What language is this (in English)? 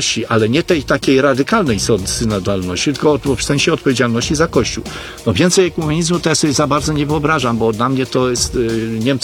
Polish